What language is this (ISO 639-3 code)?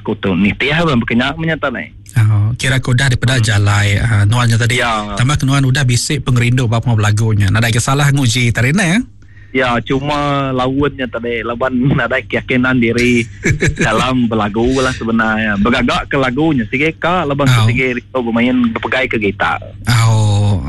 iba